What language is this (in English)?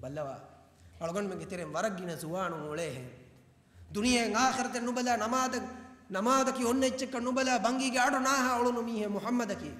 Divehi